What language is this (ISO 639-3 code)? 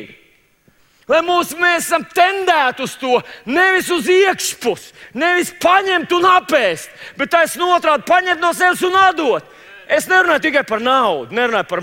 lav